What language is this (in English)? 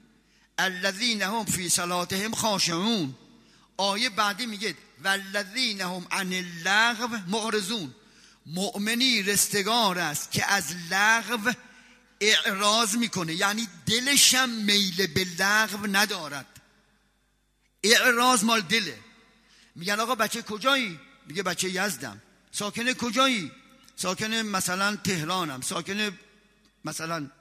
Persian